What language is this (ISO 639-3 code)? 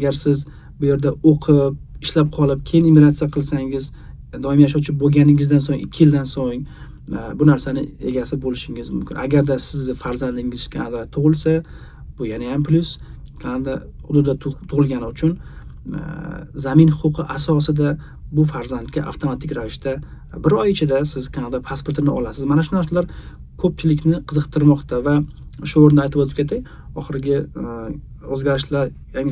uzb